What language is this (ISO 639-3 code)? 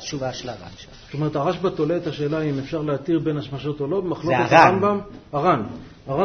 heb